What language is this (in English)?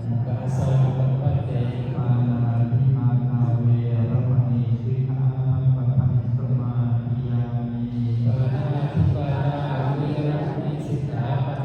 Pali